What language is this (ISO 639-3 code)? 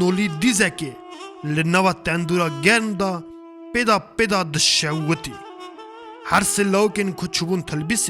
kur